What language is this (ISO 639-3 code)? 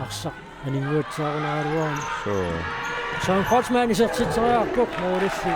kal